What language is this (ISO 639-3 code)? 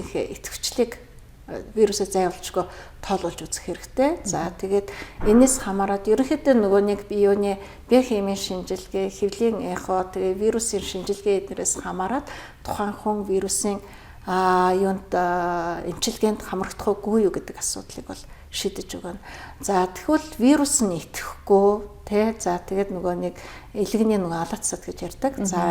mon